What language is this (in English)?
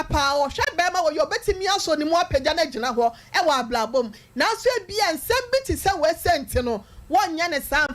Akan